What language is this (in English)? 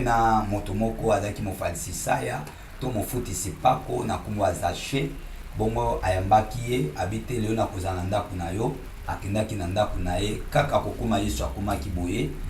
Lingala